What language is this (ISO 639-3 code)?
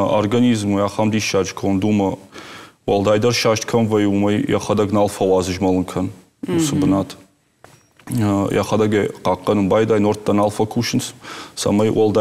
oss